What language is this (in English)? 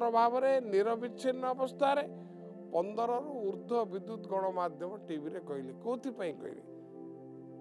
Odia